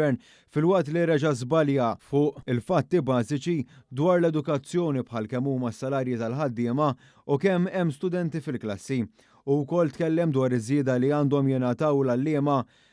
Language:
Maltese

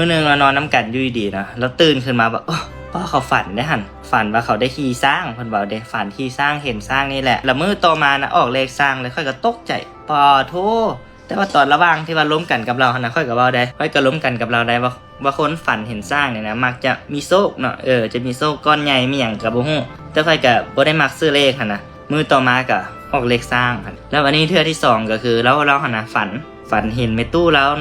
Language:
Lao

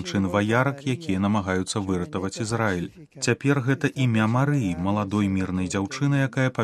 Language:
Belarusian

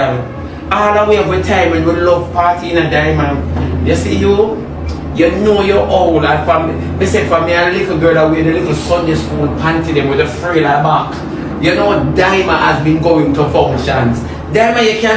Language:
Jamaican Creole English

